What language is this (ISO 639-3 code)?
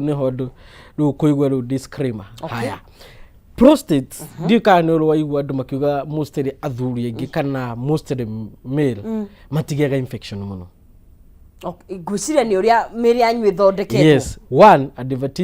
kik